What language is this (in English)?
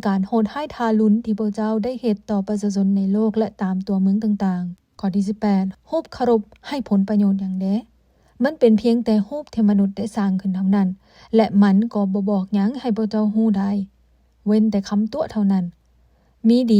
Lao